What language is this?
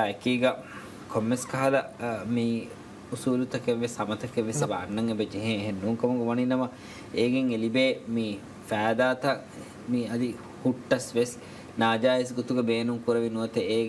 Divehi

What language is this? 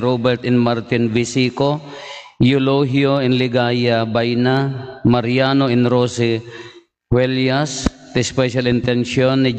Iloko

